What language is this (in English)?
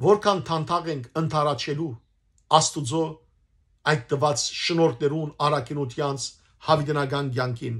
Western Armenian